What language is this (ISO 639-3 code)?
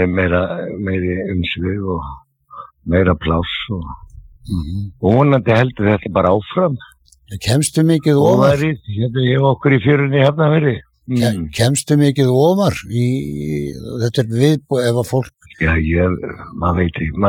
isl